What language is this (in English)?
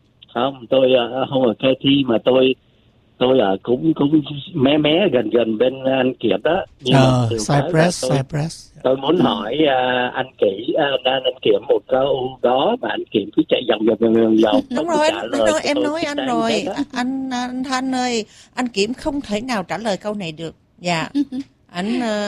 Vietnamese